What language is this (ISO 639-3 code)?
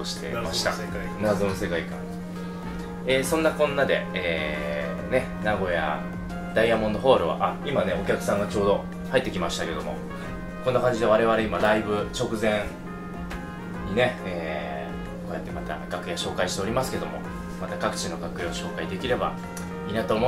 jpn